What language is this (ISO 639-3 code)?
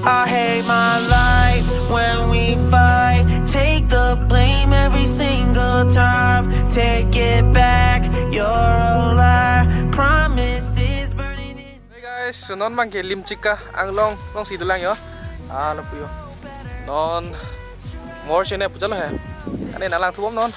mjw